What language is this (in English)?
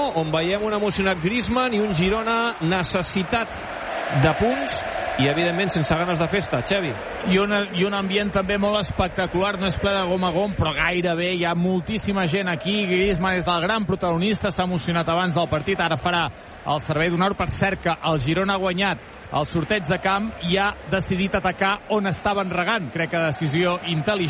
Catalan